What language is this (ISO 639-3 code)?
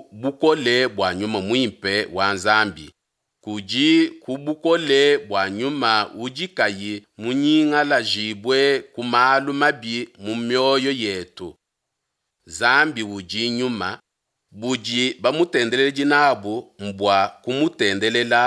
lua